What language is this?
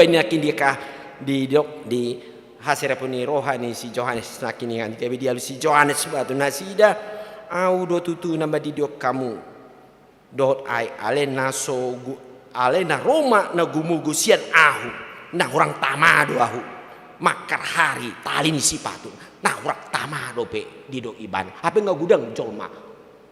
Batak Toba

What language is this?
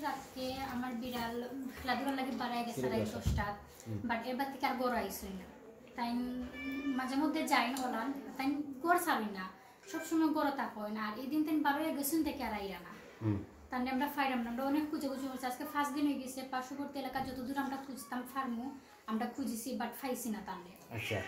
Sylheti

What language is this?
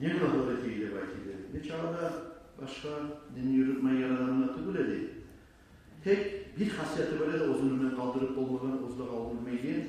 Kumyk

